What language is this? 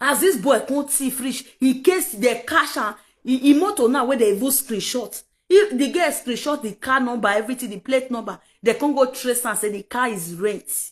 Nigerian Pidgin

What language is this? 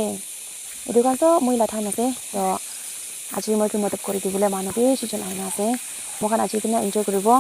Naga Pidgin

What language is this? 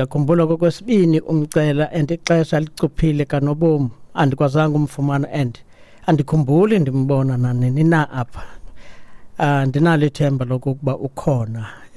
Xhosa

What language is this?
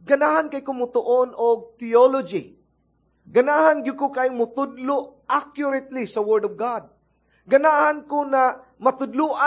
Cebuano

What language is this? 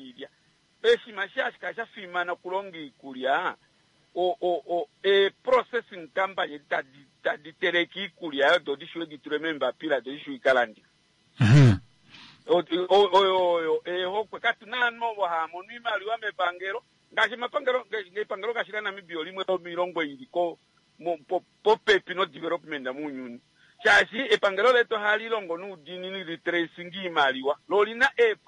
Kuanyama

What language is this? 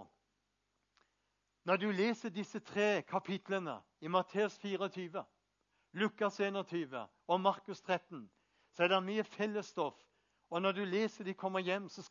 Norwegian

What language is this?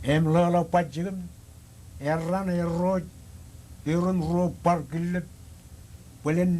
Marshallese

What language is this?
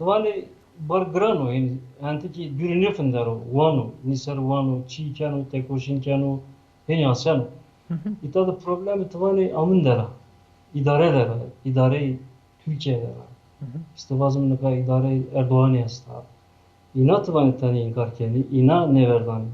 Zaza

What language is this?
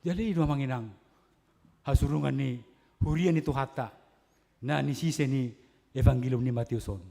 Batak Toba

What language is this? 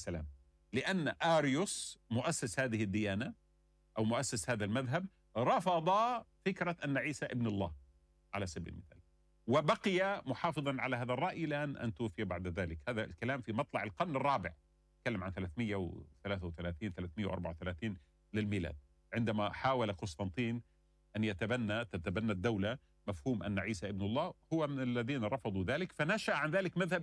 Arabic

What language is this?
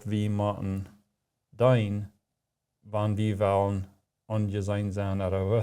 Plautdietsch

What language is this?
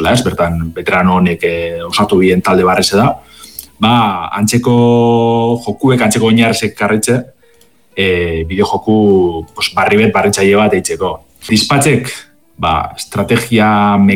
Basque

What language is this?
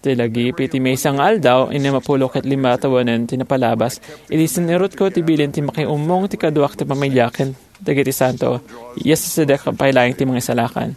Iloko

